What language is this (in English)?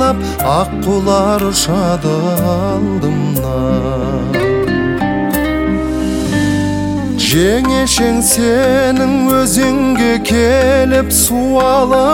Kazakh